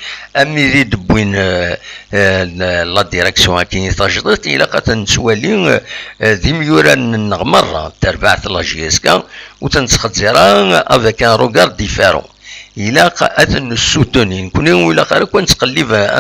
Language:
Kabyle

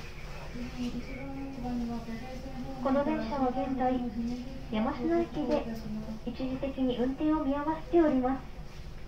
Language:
Japanese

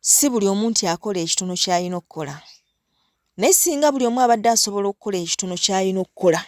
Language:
Ganda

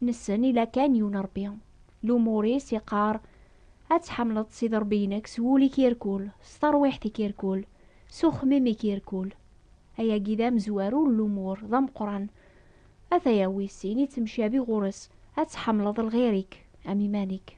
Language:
Kabyle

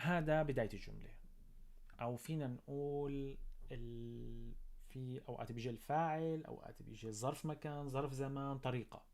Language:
North Levantine Arabic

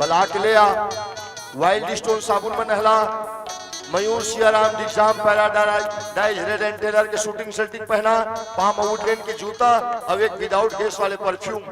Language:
Chhattisgarhi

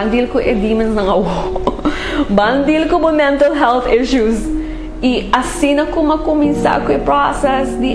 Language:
Papiamento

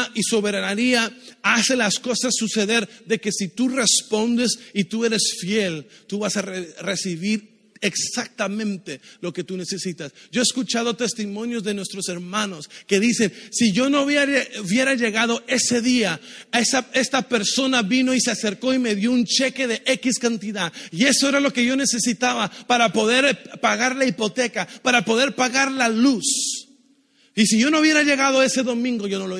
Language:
Spanish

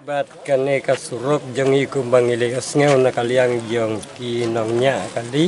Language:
Khasi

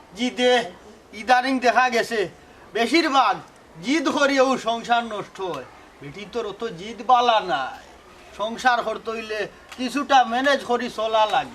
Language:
Sylheti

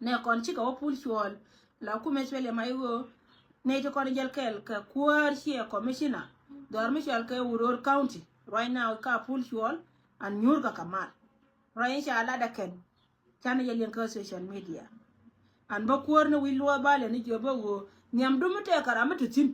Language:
Nuer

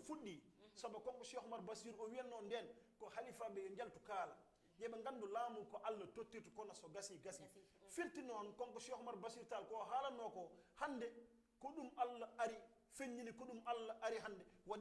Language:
Fula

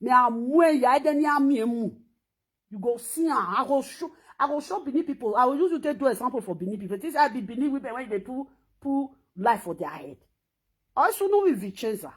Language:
Nigerian Pidgin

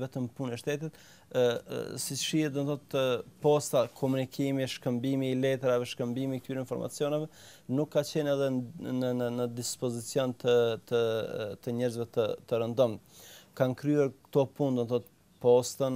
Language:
Albanian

